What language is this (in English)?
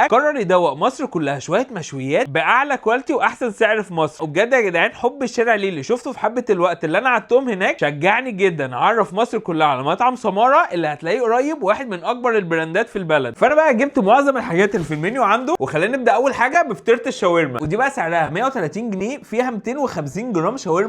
Egyptian Arabic